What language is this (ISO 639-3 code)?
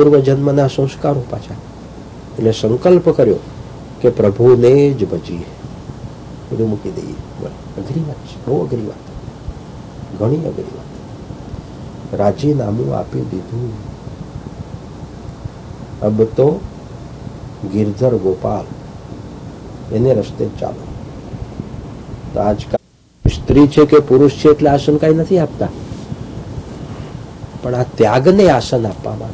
guj